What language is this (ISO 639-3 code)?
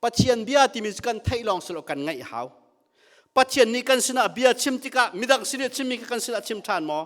cnh